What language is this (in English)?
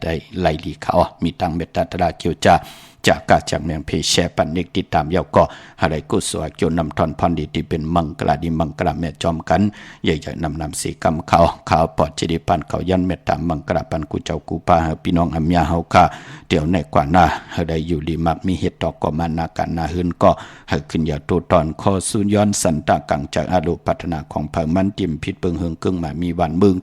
Shan